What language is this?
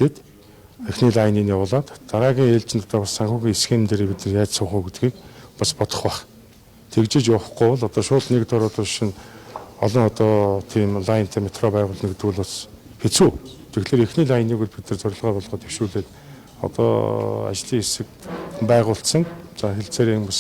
Mongolian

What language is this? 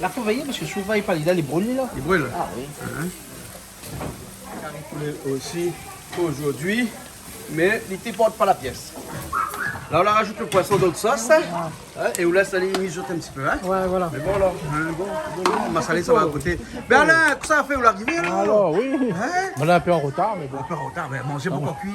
Réunion Creole French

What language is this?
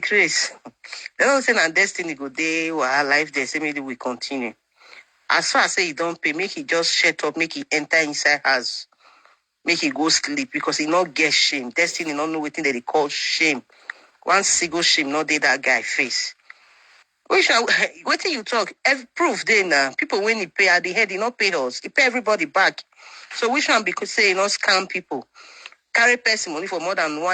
Nigerian Pidgin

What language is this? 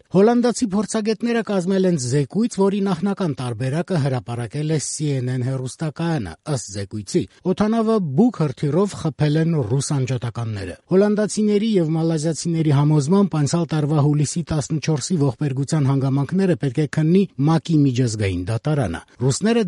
Armenian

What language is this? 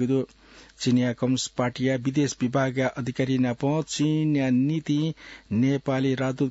Newari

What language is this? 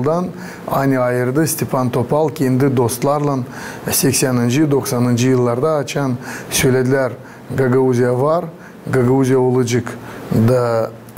Gagauz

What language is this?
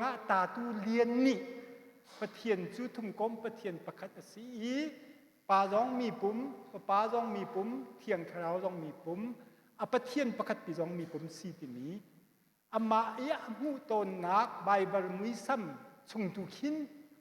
Hakha Chin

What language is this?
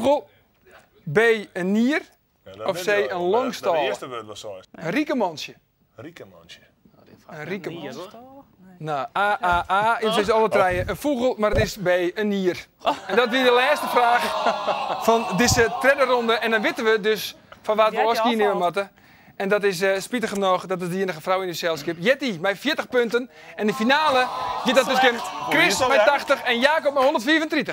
Western Frisian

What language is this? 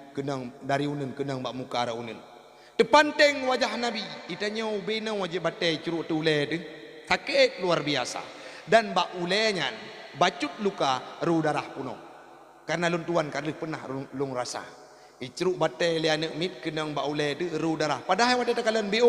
Achinese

